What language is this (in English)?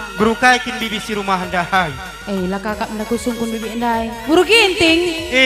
Batak Karo